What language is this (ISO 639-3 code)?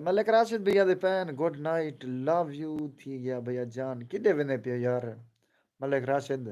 skr